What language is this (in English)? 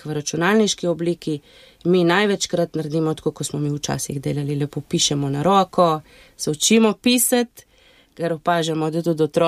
Slovenian